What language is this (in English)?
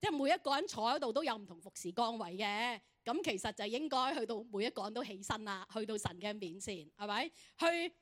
Cantonese